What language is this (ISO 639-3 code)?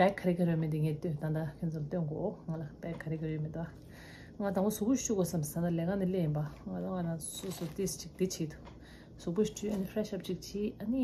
bod